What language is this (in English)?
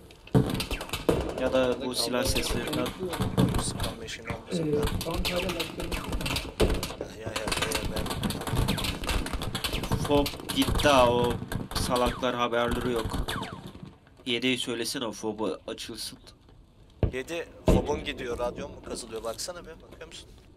Turkish